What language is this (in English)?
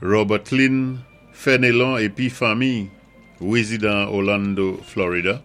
Saint Lucian Creole French